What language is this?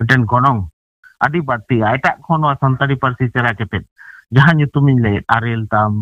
Santali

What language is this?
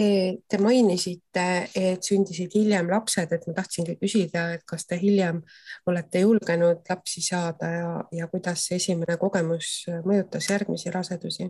Estonian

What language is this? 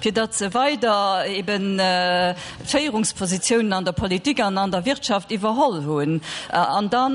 Luxembourgish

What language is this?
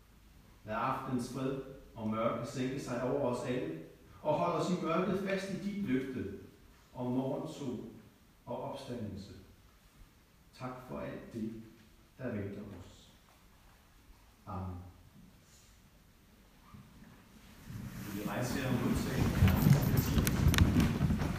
Danish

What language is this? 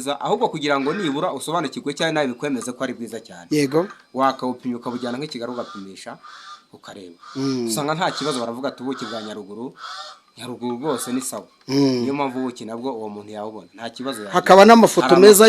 Kinyarwanda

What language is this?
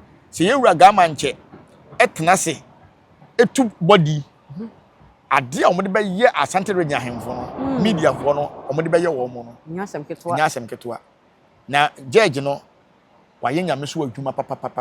Akan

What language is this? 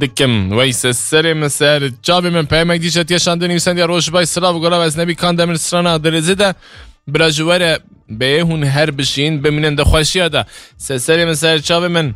Kurdish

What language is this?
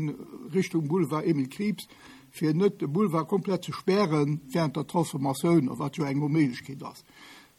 Luxembourgish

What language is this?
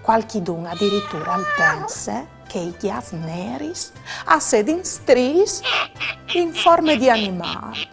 Friulian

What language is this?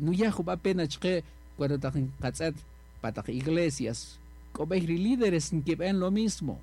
Kaqchikel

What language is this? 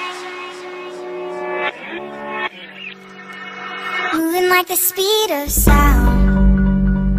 English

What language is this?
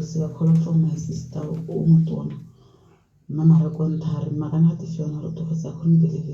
Tswana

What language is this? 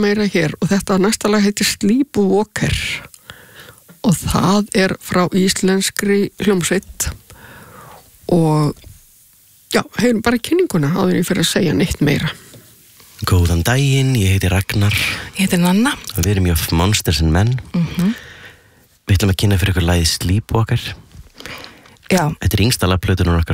Icelandic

